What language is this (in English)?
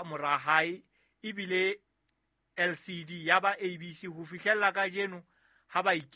Southern Sotho